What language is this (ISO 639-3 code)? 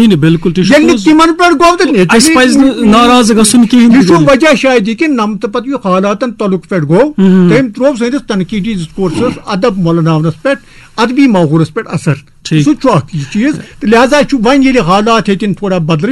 kas